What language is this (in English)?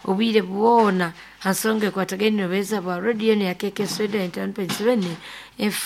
Nyoro